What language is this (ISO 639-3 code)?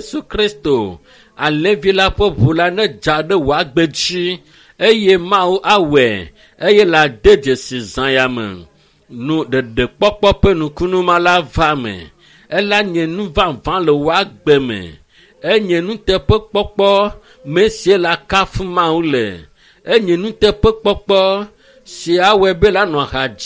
ewe